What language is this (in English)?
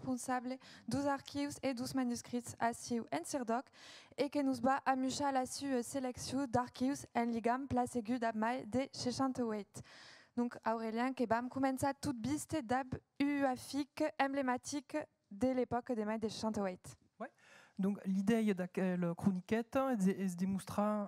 Occitan